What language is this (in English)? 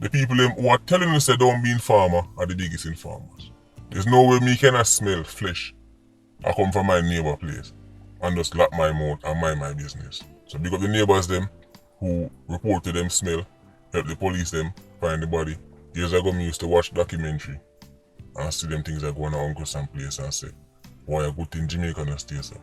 Jamaican Creole English